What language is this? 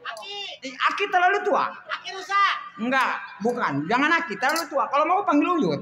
Betawi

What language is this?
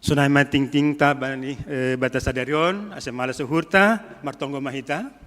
Batak Simalungun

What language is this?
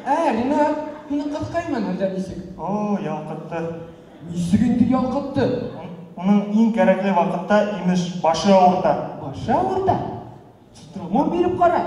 Bashkir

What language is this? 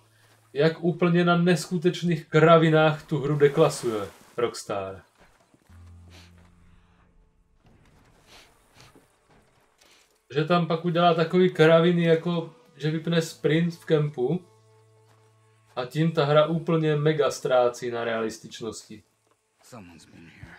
Czech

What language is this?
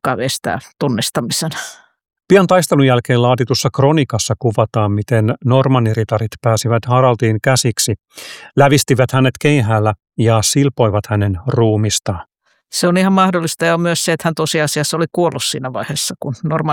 Finnish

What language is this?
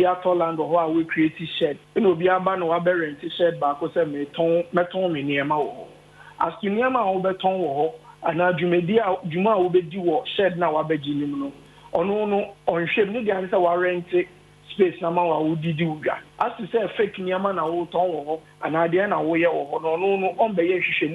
Akan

